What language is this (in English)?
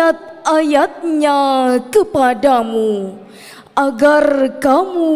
Banjar